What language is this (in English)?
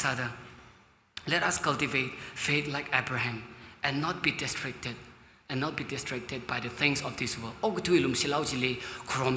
Tangkhul Naga (India)